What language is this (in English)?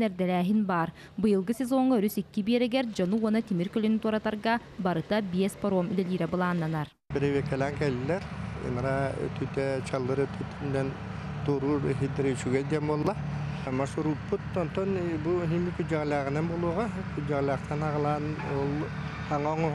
Yakut